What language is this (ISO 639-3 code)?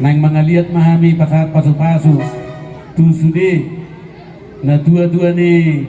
bbc